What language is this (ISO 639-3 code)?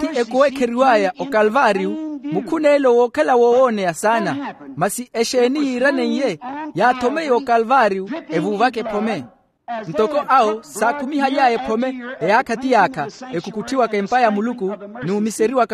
vmw